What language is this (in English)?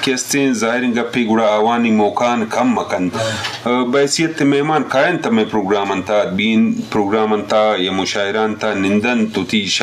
Eastern Balochi